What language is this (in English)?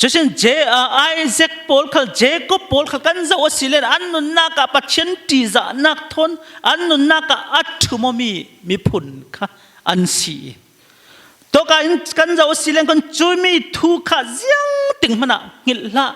Falam Chin